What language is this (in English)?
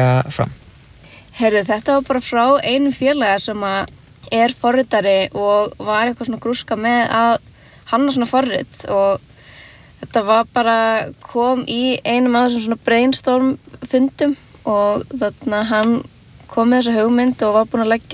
Icelandic